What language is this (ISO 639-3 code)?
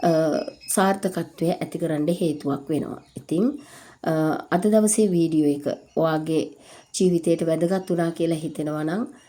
sin